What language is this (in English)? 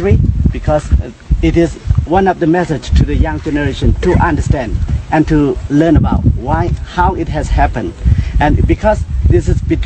Shan